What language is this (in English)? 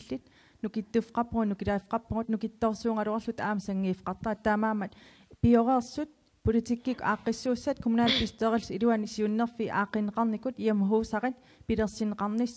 Kalaallisut